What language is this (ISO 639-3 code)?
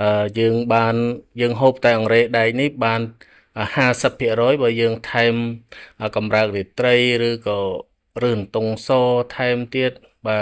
khm